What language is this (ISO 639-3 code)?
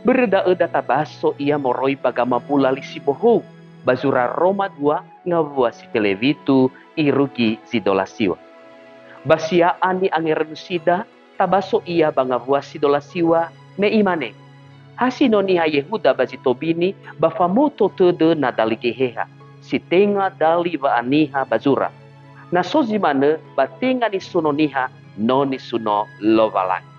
nia